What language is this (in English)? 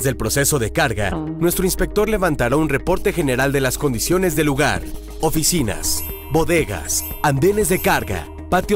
Spanish